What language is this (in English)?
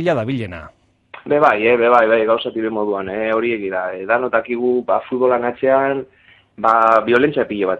Basque